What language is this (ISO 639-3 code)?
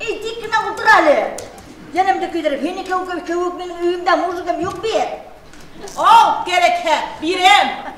bak